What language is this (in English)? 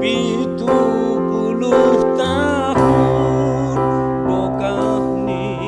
Batak Simalungun